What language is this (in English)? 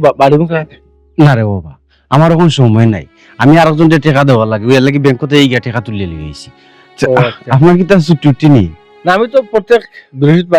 Sylheti